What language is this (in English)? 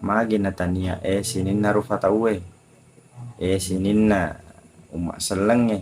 Buginese